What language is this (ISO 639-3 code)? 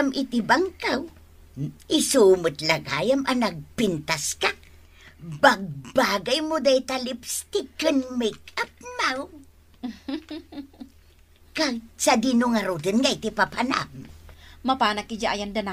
ilo